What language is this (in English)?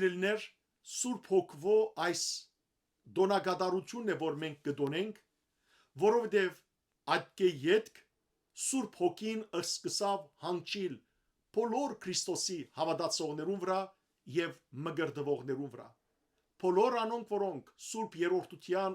Western Armenian